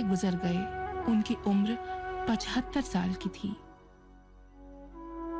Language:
Hindi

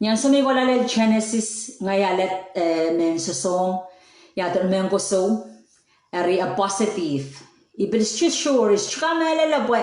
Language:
Pohnpeian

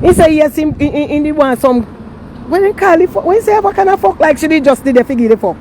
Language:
Jamaican Creole English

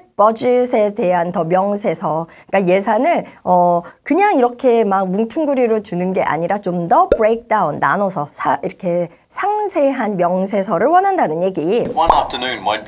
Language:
Korean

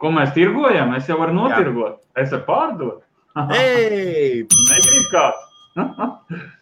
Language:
Latvian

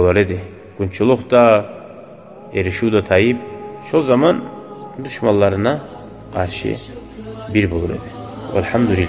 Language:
Kumyk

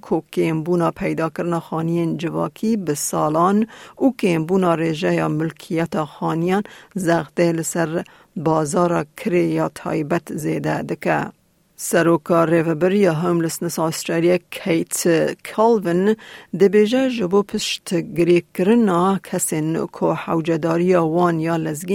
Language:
Kurdish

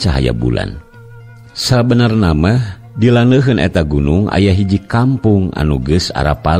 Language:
Sundanese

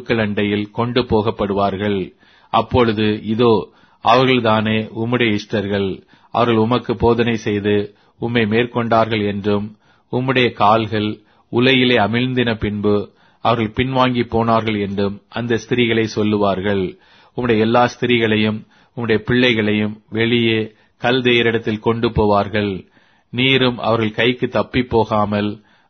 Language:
Tamil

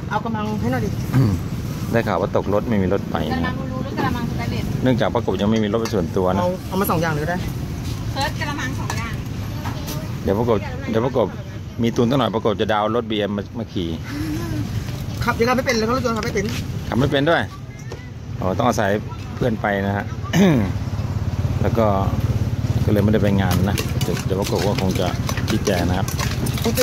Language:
Thai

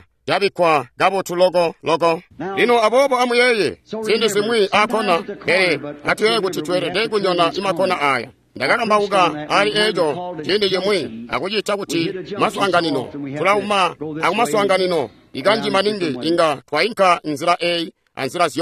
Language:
Tonga (Zambia)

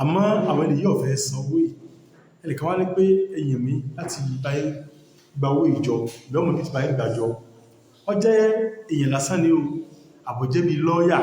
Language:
Yoruba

